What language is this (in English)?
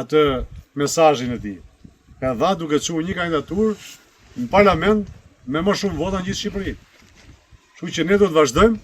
Albanian